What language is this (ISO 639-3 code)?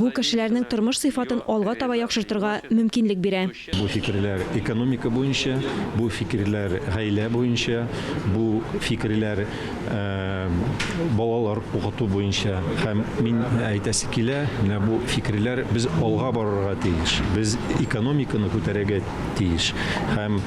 tat